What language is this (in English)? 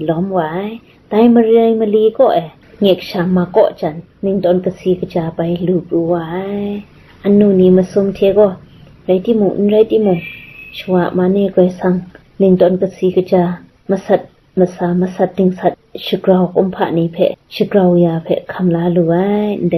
Kachin